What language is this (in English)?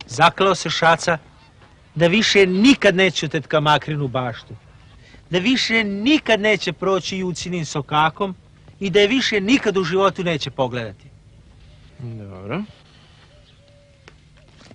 Serbian